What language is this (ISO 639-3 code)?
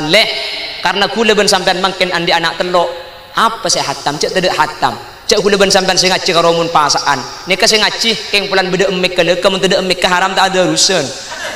mad